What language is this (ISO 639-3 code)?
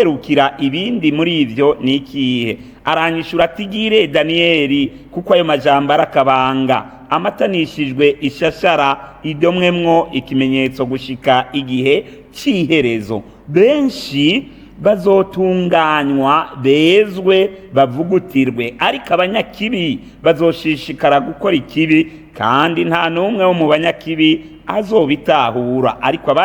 run